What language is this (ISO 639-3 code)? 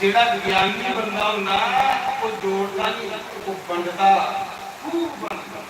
doi